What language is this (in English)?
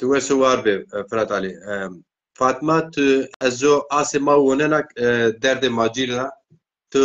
Zaza